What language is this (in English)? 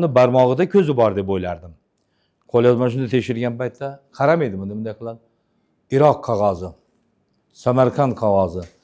Uzbek